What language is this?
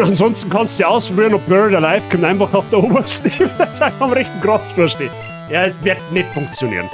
Bavarian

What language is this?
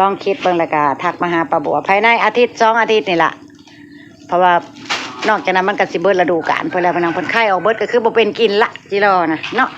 Northeastern Thai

